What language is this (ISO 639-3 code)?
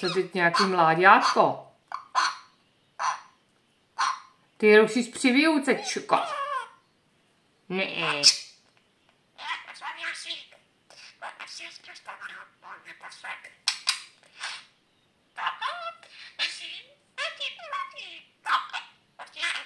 ces